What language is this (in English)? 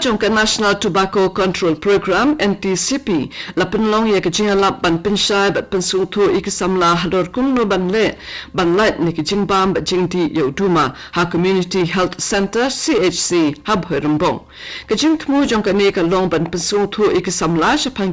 Khasi